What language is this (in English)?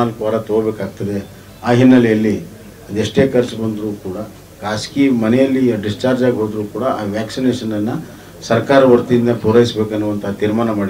Kannada